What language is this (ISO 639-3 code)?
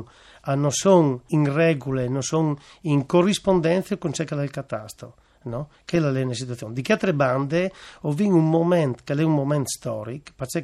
fur